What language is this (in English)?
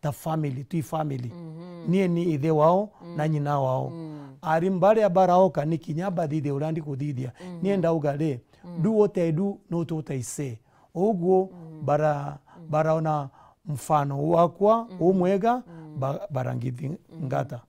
Meru